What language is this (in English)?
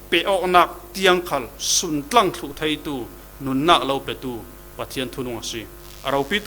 Falam Chin